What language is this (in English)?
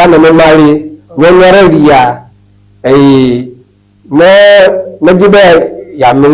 Ewe